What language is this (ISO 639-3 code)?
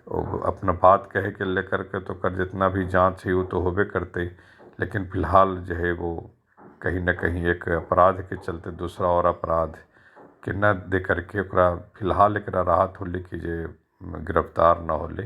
mag